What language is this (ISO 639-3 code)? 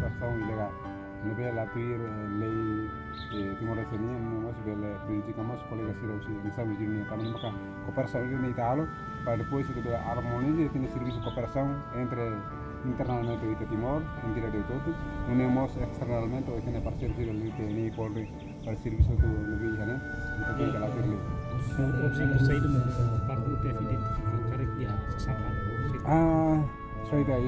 tet